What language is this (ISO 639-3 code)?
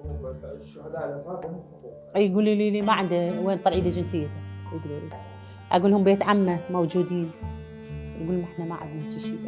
acm